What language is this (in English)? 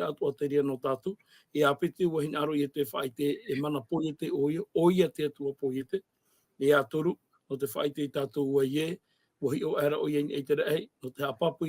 Tahitian